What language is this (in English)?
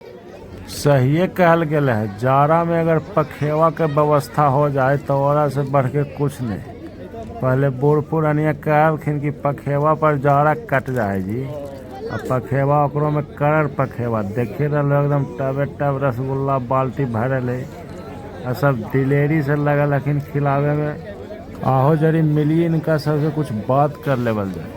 Magahi